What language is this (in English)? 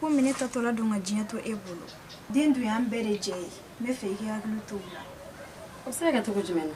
Bambara